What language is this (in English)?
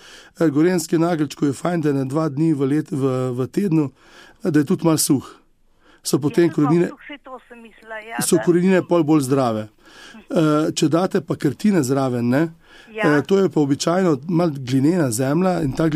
Slovenian